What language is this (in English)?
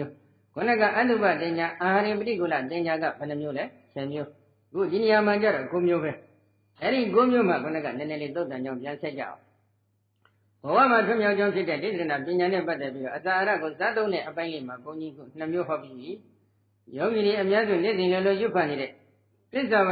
Burmese